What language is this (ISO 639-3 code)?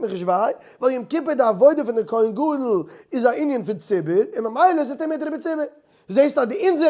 yid